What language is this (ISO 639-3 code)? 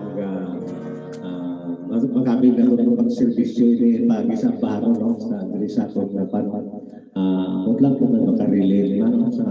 hil